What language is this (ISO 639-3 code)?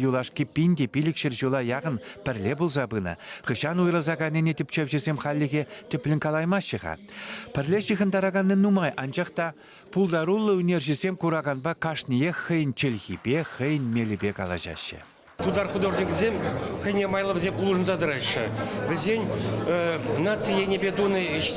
chv